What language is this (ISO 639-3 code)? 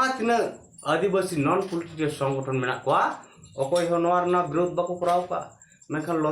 sat